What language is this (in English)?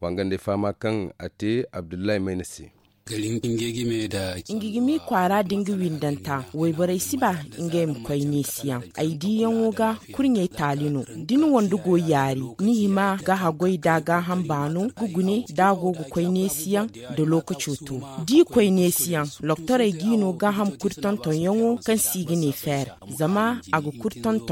Zarma